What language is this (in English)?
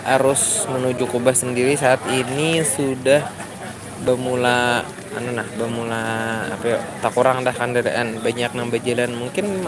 Banjar